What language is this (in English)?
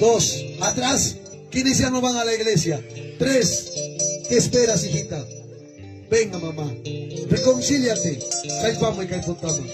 Ayacucho Quechua